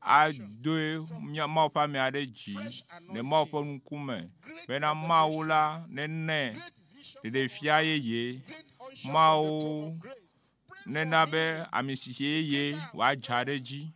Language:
Ewe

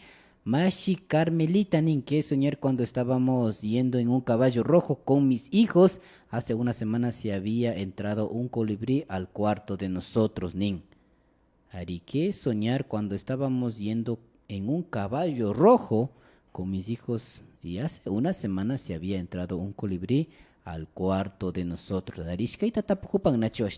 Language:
Imbabura Highland Quichua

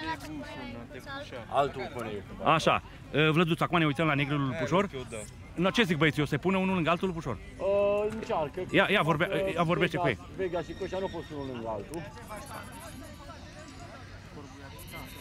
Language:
Romanian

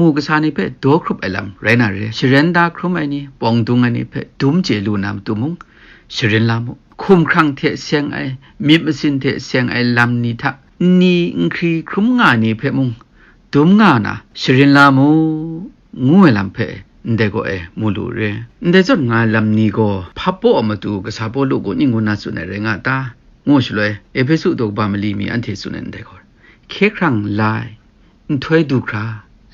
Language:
Kachin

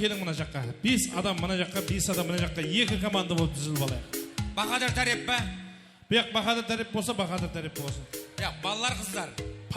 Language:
Kara-Kalpak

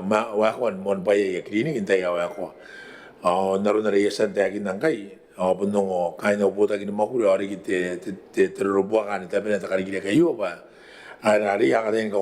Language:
Gilbertese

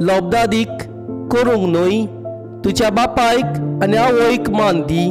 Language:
Konkani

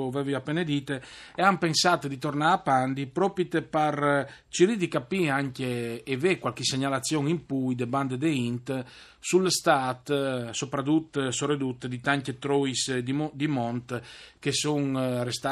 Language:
Friulian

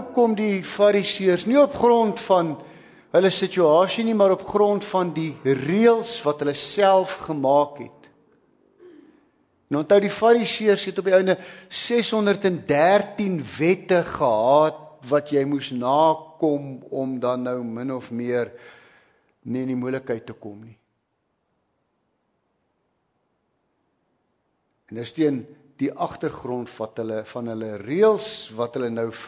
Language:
Afrikaans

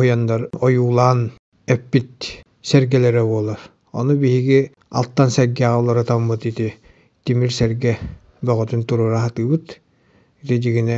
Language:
Yakut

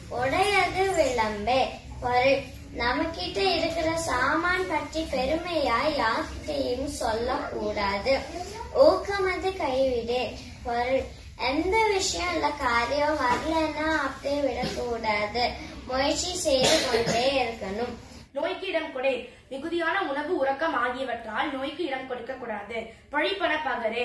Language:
Tamil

